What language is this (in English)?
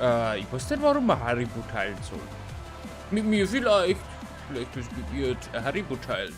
Bavarian